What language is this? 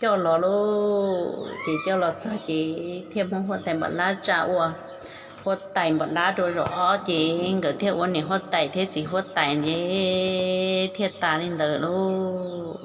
Hmong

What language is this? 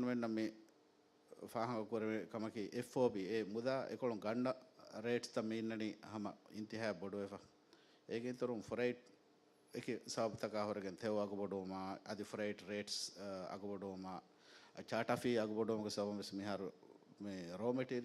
Divehi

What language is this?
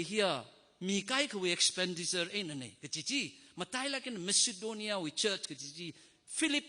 Tangkhul Naga (India)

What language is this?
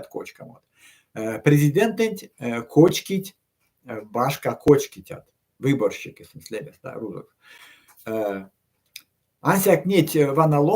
Erzya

